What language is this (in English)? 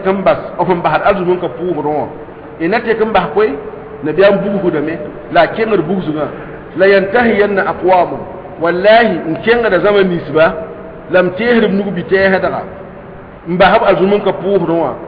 Mossi